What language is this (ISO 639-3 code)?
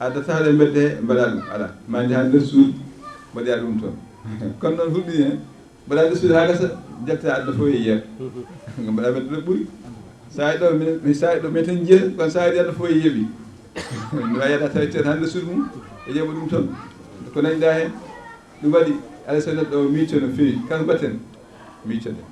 ful